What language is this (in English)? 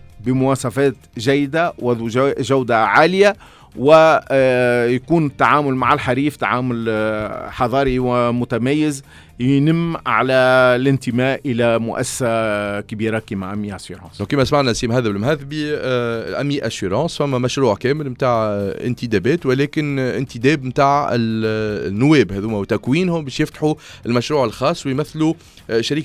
Tunisian Arabic